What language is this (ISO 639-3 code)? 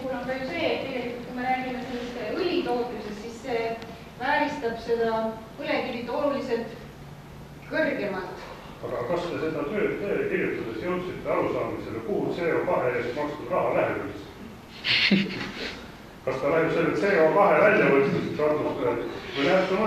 est